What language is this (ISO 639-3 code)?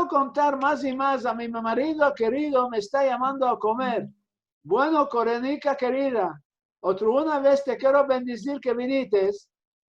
lad